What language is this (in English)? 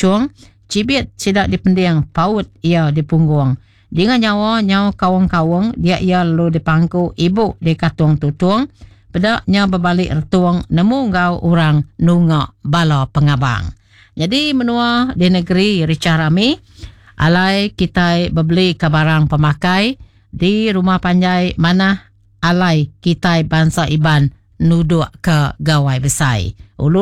Iban